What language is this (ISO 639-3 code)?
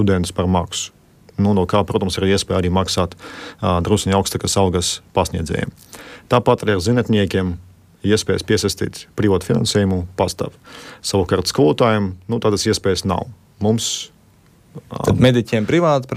lav